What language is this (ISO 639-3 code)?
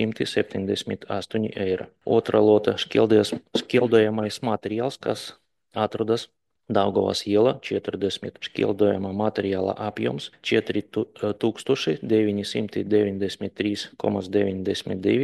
lav